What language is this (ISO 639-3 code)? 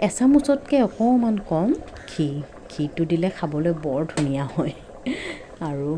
asm